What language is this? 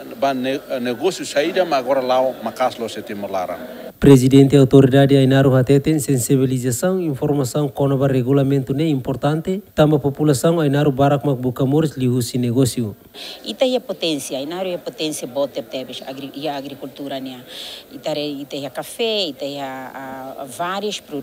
Tetum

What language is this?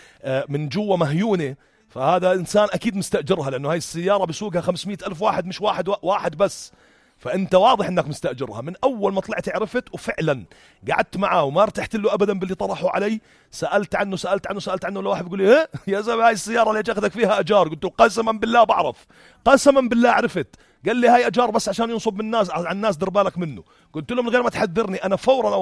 North Levantine Arabic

